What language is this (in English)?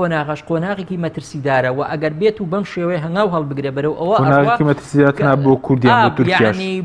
Central Kurdish